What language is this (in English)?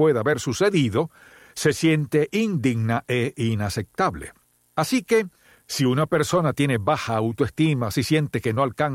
Spanish